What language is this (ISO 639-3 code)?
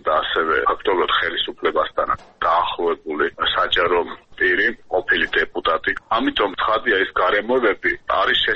kat